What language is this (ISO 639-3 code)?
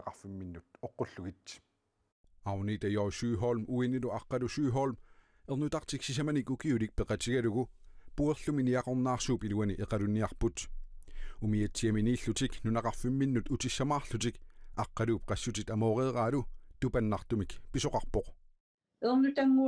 kal